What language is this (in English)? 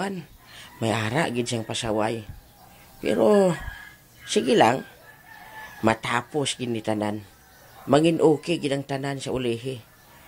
Hiligaynon